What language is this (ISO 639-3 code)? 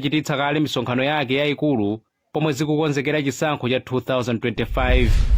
nya